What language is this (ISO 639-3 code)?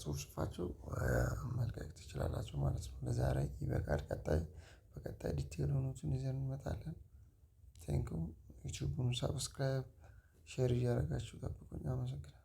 amh